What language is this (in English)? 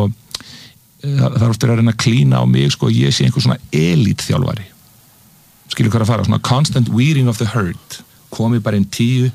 Icelandic